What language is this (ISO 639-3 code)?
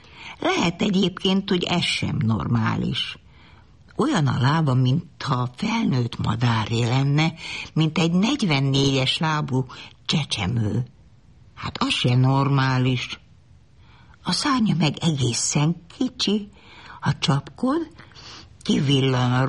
hun